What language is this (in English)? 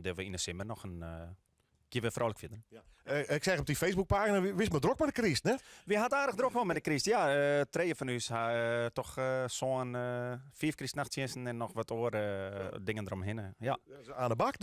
Western Frisian